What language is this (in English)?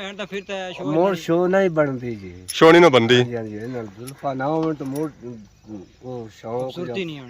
Pahari-Potwari